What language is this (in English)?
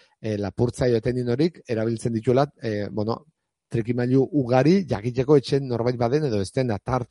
Basque